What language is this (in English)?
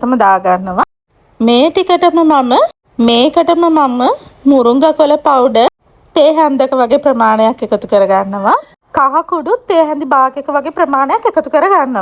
Sinhala